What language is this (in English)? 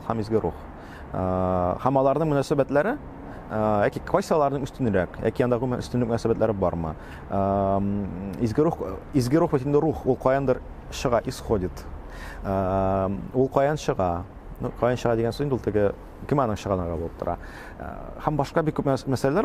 Tatar